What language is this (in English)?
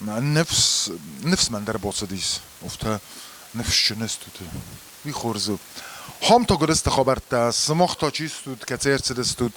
Ossetic